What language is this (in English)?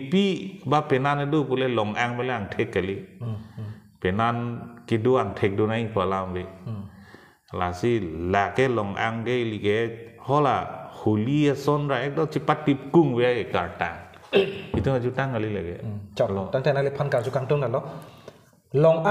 Karbi